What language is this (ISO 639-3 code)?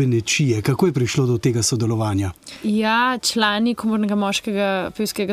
slv